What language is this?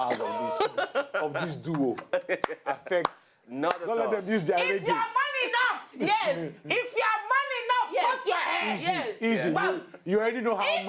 Nigerian Pidgin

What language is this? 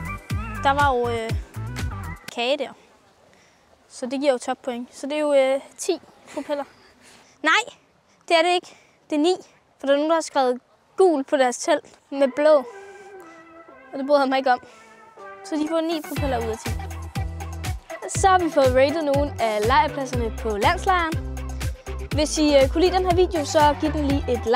Danish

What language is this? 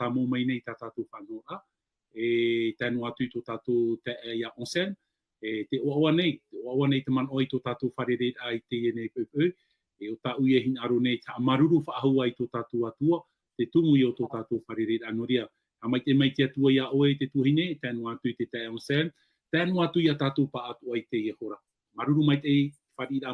Tahitian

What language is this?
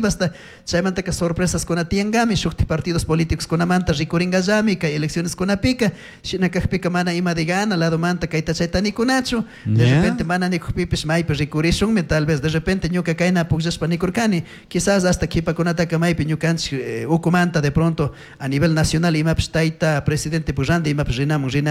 Chimborazo Highland Quichua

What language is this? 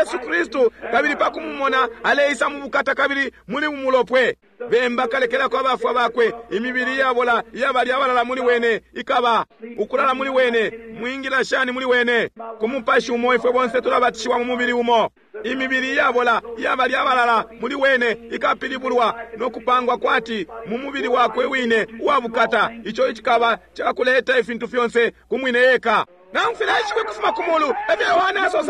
Bemba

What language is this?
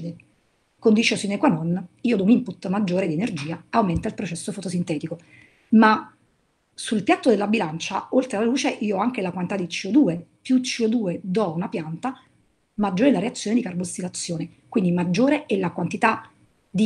Italian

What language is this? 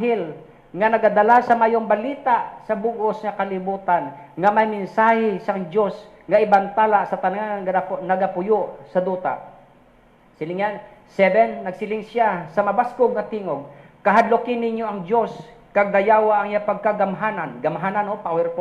Hiligaynon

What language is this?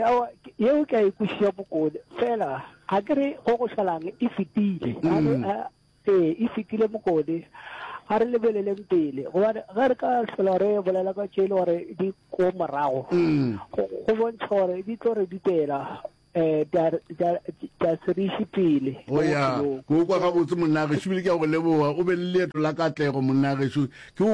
Northern Sotho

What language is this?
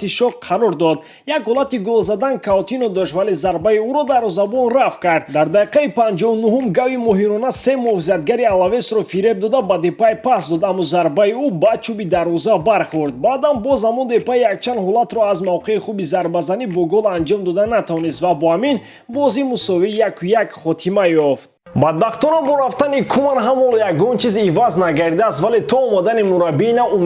Tajik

